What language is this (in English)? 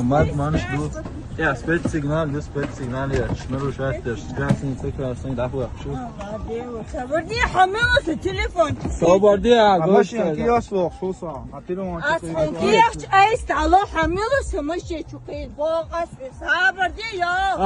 Chechen